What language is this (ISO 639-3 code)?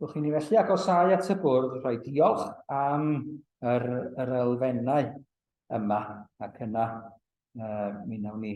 cym